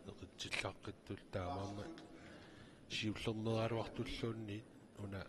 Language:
Kalaallisut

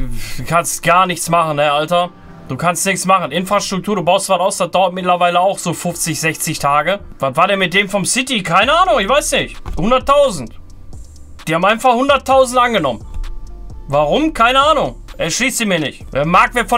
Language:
German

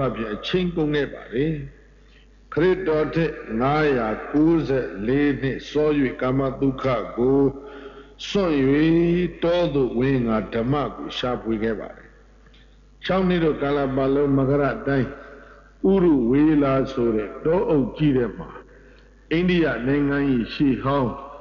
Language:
Burmese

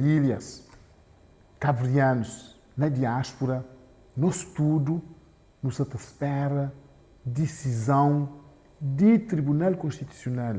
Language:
Kabuverdianu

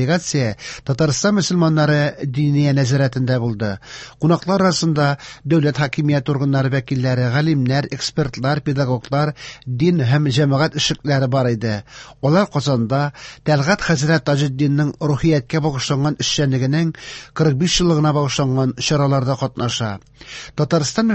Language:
Tatar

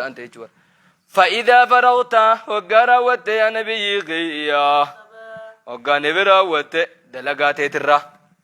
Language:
Oromo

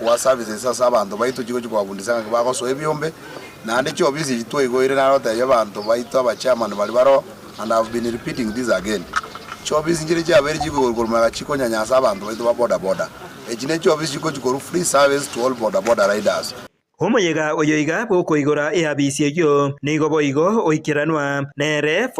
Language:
Gusii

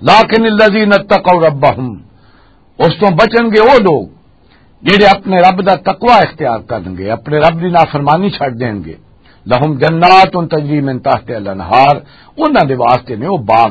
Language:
Western Panjabi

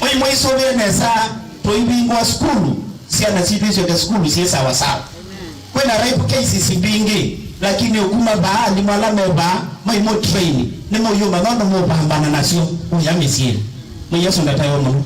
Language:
Kamba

